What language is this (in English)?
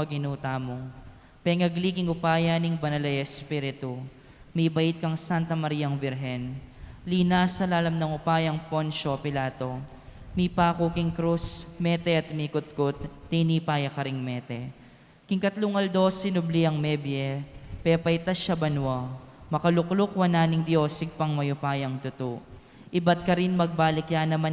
Pampanga